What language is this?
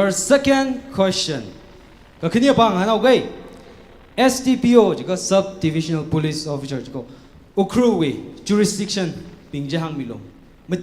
Tangkhul Naga (India)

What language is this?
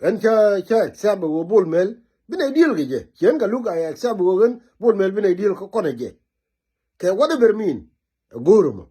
Nuer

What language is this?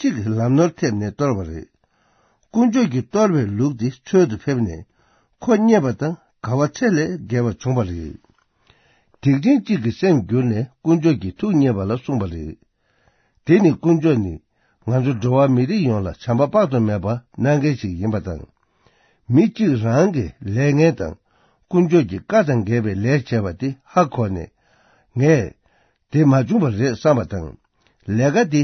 Tibetan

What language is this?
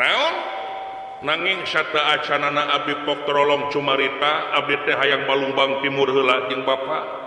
Sundanese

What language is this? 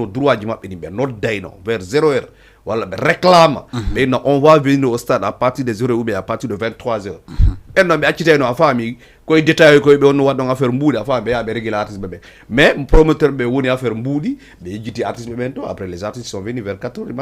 Fula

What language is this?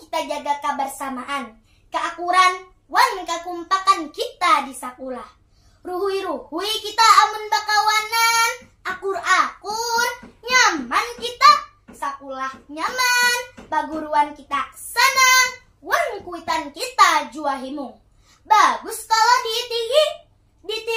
Banjar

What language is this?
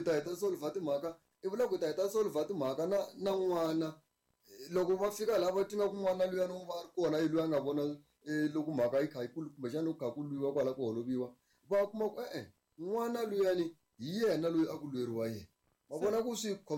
Tsonga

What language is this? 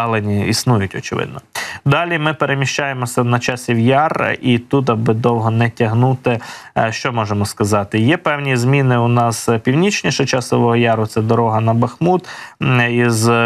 Ukrainian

